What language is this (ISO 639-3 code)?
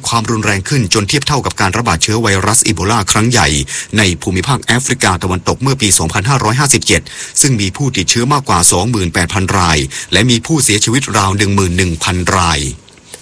tha